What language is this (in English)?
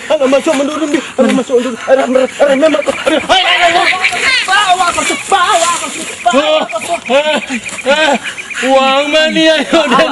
Minangkabau